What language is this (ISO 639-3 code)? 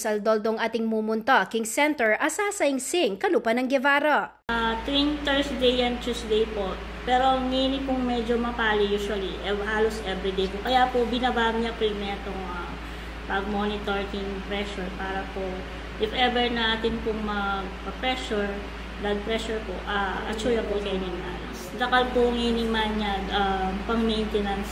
pam